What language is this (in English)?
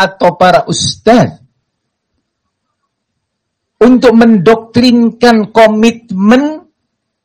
Indonesian